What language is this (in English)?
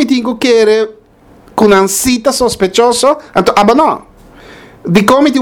Papiamento